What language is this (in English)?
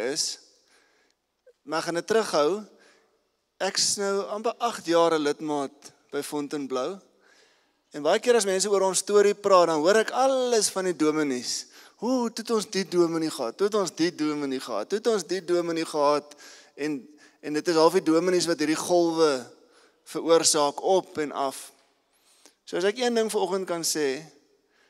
Afrikaans